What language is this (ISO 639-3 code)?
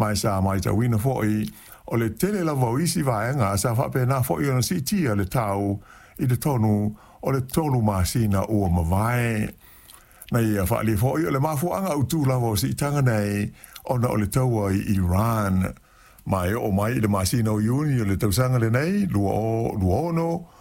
smo